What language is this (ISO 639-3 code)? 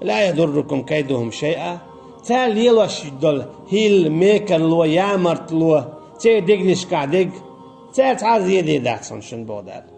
che